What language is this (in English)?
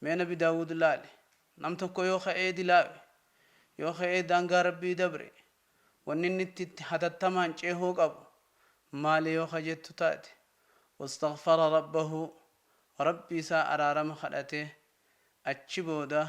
Oromo